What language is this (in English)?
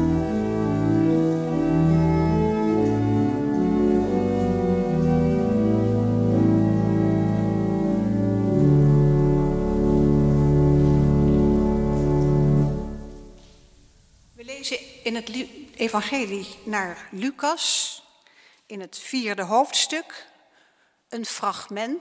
Dutch